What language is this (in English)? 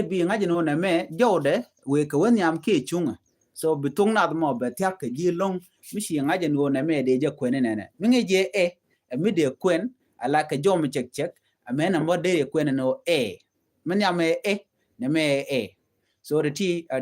Nuer